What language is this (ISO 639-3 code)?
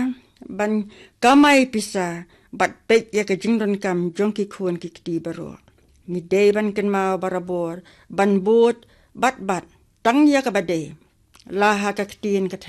kha